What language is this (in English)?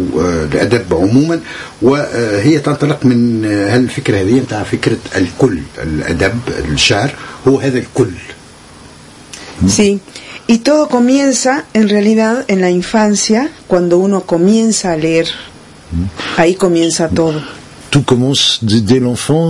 Tunisian Arabic